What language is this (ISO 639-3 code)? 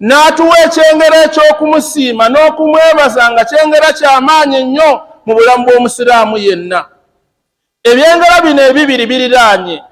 lug